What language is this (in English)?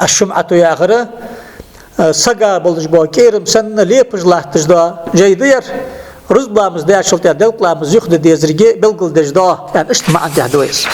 Ingush